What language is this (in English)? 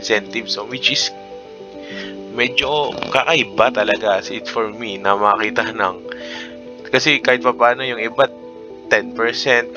Filipino